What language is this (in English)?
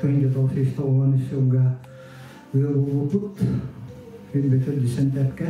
Yakut